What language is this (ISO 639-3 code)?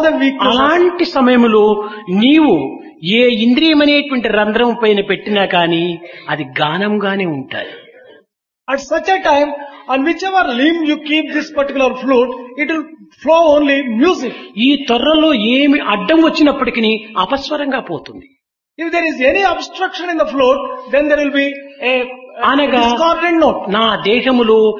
tel